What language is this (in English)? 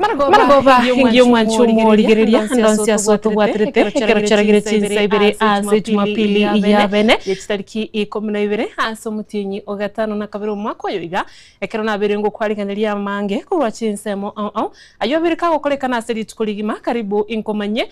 Gusii